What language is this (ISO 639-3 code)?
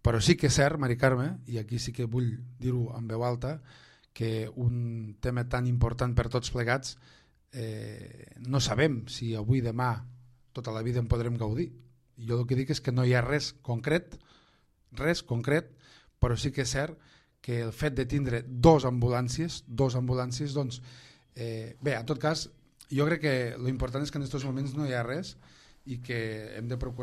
cat